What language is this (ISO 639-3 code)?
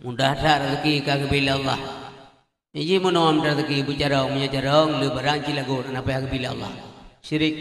ace